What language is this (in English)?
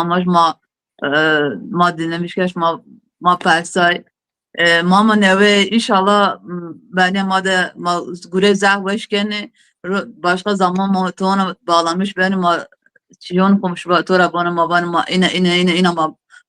Zaza